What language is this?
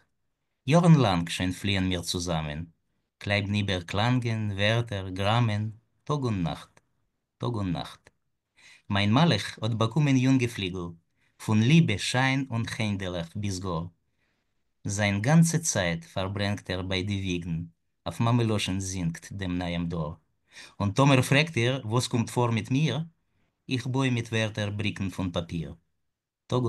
Yiddish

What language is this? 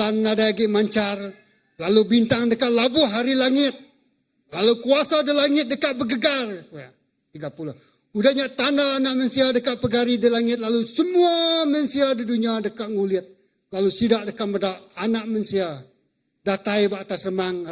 Iban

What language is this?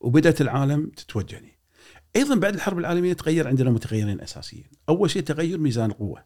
Gulf Arabic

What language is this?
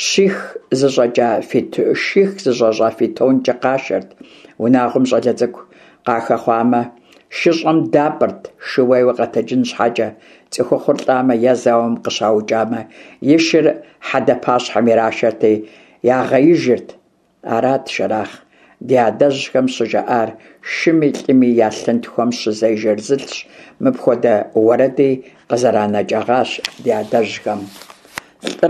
Kabardian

